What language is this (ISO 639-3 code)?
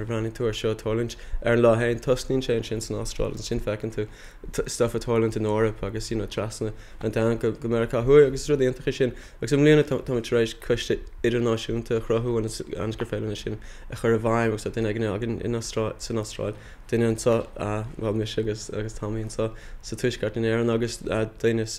gle